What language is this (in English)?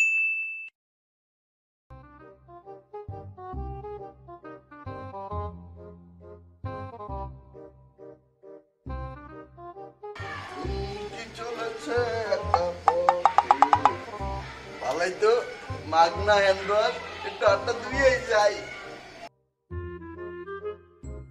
Bangla